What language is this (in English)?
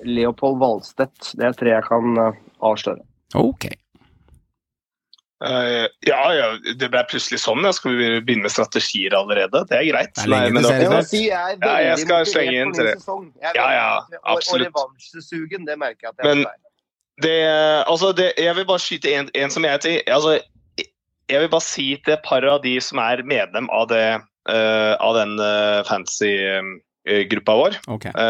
Norwegian